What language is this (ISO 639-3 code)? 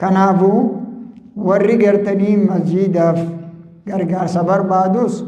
orm